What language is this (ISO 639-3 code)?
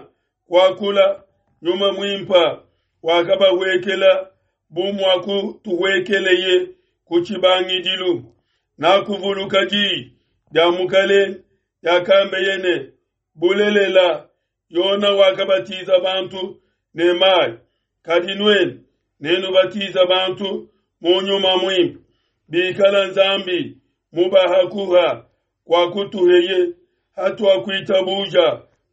lua